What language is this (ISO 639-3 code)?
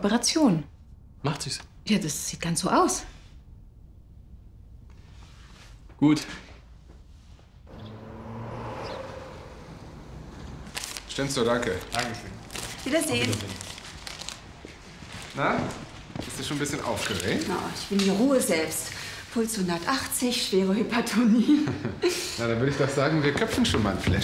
deu